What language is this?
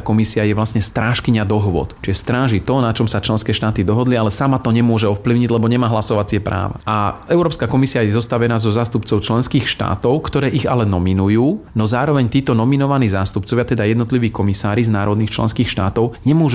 Slovak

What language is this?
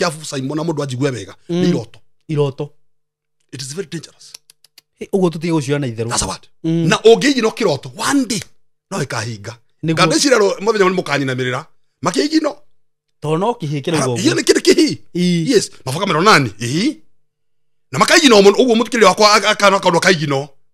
Kikuyu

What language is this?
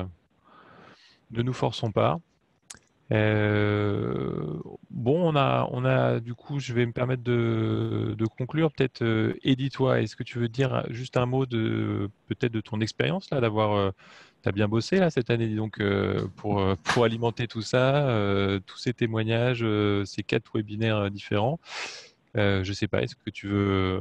French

